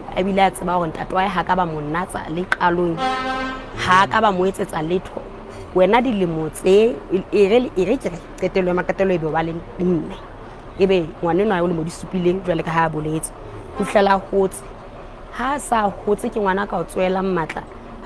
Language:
Southern Sotho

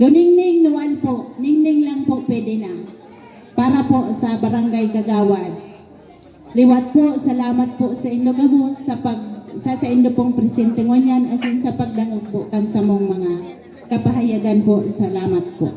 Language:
Bikol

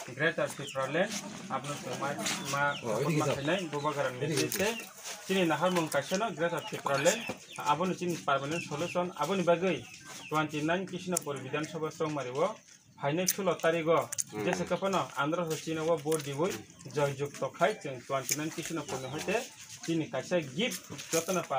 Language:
Kok Borok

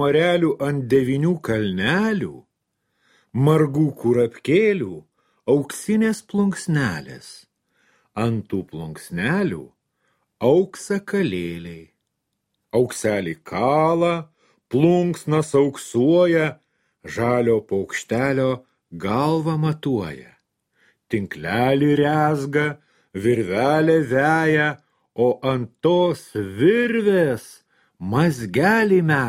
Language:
Lithuanian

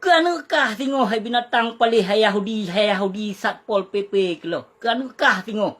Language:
Achinese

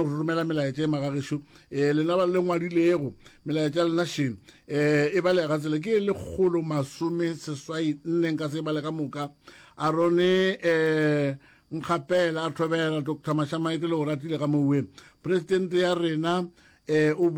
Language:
Northern Sotho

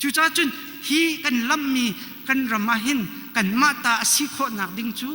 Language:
Hakha Chin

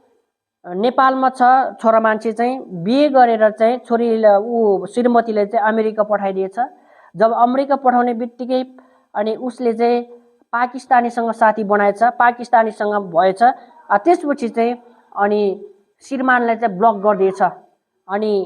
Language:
Nepali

